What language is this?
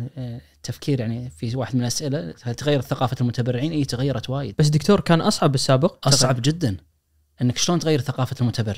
Najdi Arabic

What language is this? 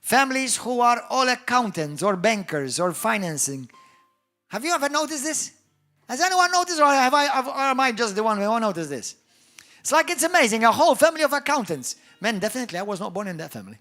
English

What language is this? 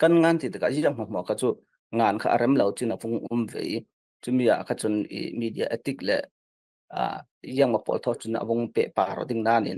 Falam Chin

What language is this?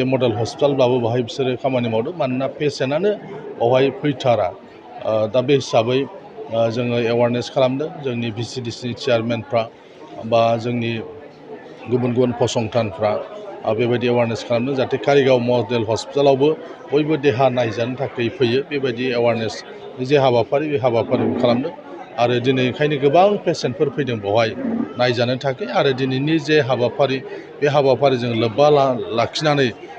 Bodo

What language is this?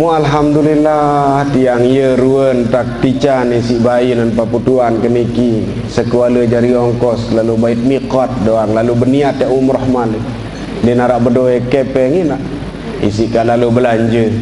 Sasak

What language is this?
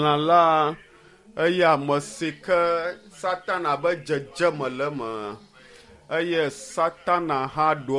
Ewe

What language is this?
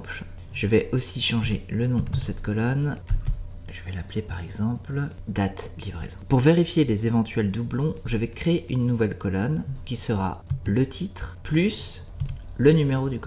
French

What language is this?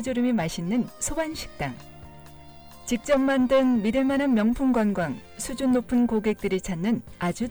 Korean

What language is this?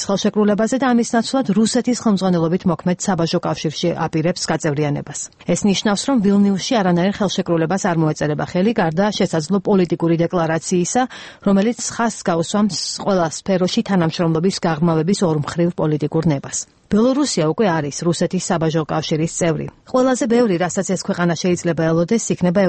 Georgian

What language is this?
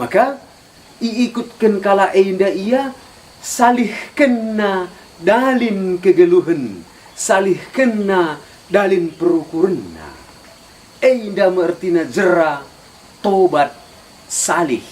Batak Karo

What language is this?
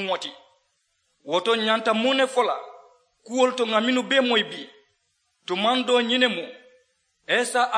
Mandingo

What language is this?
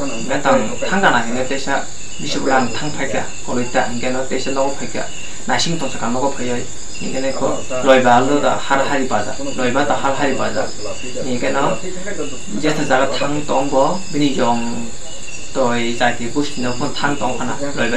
Kok Borok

